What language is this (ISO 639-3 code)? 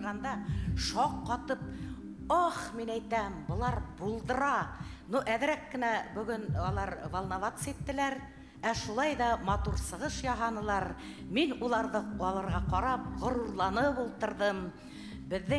bak